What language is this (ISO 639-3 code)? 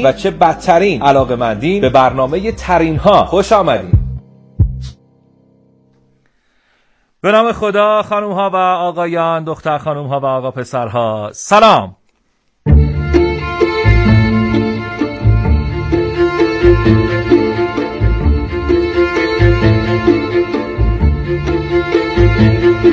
fas